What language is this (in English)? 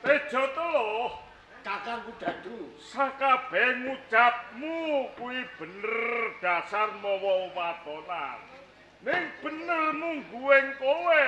Javanese